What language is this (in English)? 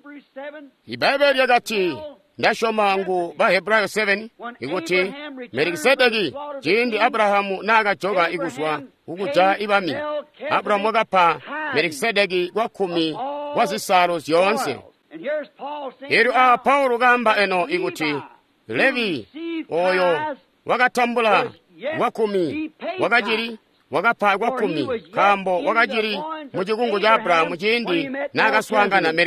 Tonga (Zambia)